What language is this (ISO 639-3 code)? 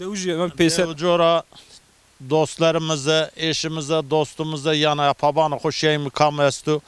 zza